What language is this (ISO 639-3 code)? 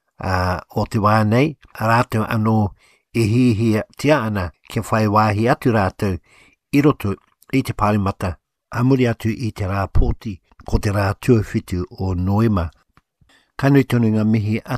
mri